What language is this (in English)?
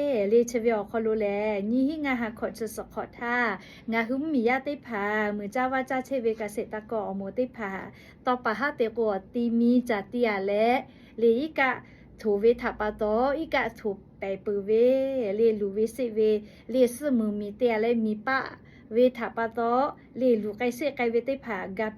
Lahu